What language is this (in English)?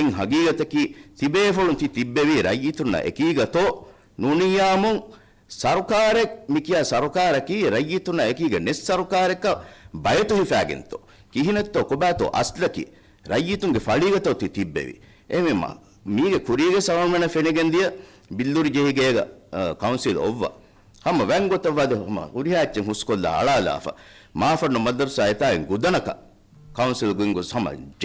Divehi